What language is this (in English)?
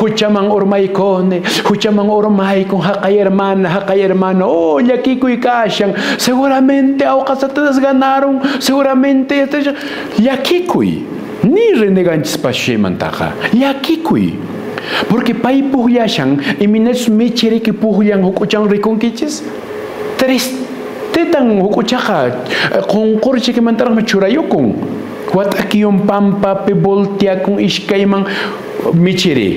Quechua